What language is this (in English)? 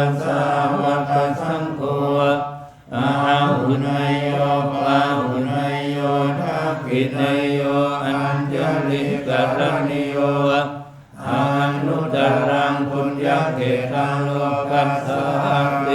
Pali